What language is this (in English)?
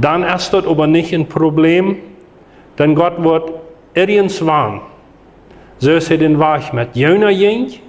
Plautdietsch